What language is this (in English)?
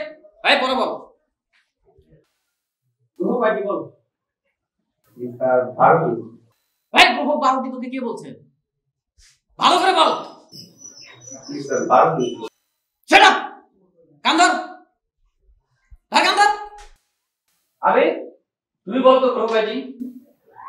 Bangla